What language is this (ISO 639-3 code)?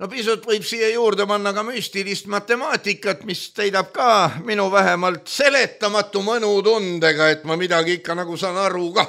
est